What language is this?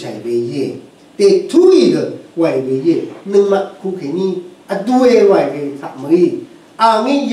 Rawang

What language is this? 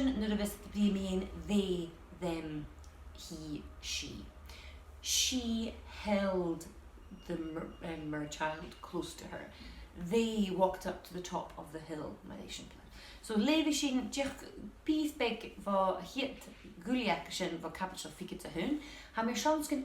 Scottish Gaelic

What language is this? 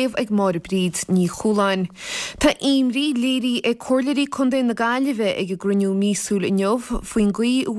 Irish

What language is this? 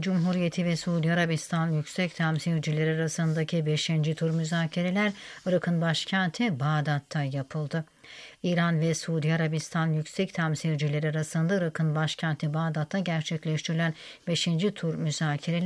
Turkish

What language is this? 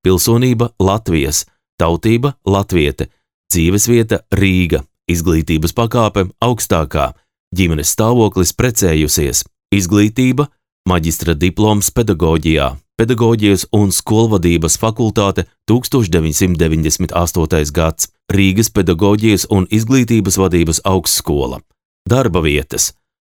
Latvian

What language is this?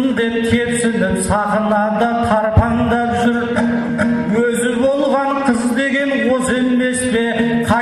Kazakh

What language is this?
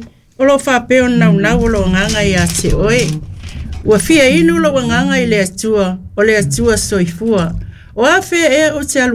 Samoan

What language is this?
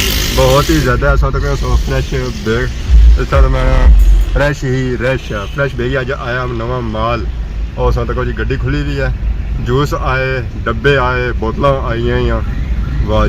Pahari-Potwari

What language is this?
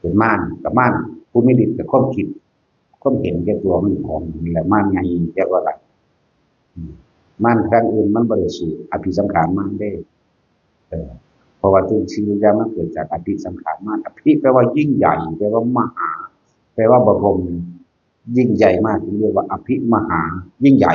Northeastern Thai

